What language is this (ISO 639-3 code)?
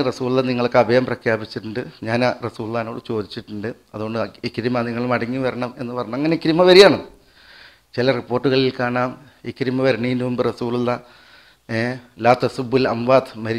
mal